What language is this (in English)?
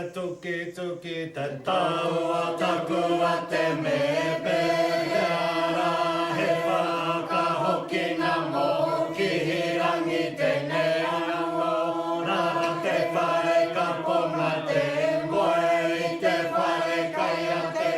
Māori